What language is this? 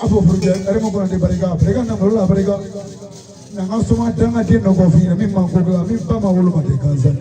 Bambara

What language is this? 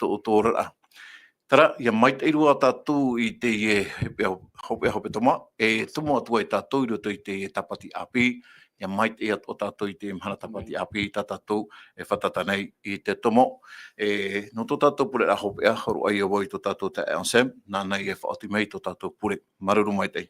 Tahitian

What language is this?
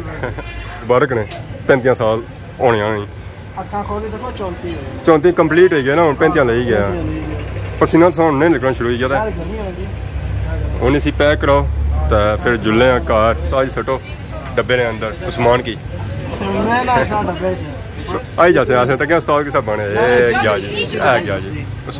Pahari-Potwari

